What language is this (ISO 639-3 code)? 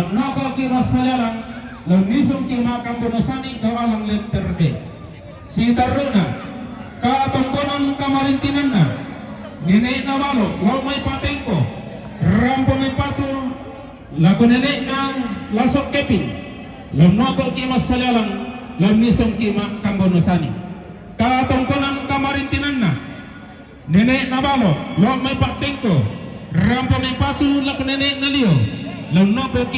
sda